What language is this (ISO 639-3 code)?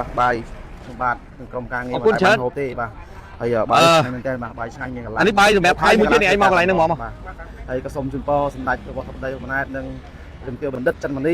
khm